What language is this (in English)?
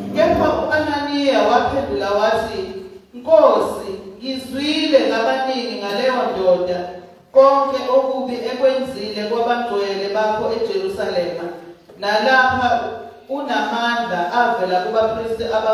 Zulu